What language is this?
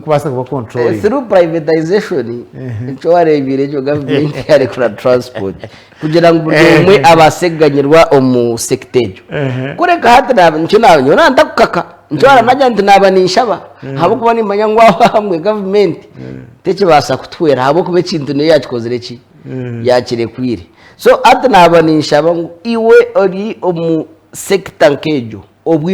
Nyankole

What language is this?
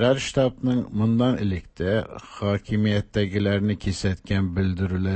Tatar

